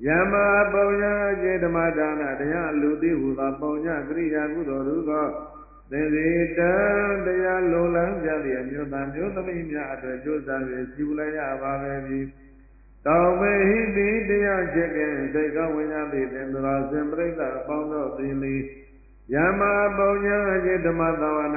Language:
Burmese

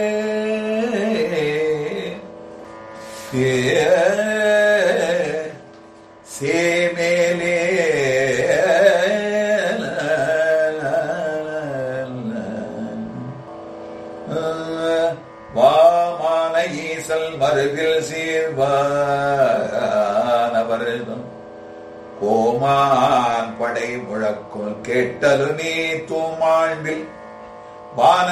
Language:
Tamil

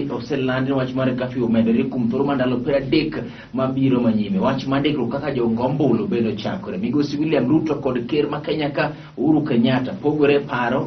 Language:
Luo (Kenya and Tanzania)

